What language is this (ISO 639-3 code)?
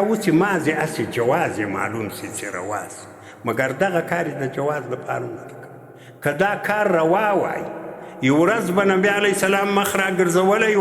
pus